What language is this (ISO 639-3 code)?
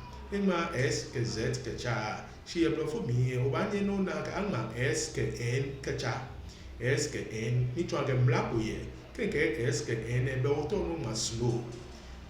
gaa